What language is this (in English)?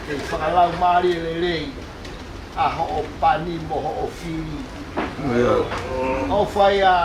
Tongan